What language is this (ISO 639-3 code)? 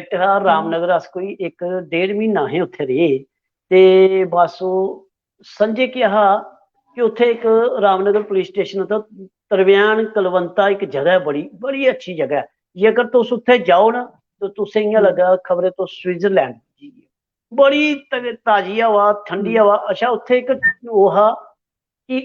doi